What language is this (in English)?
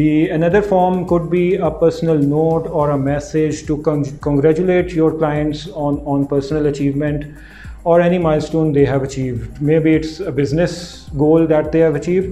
English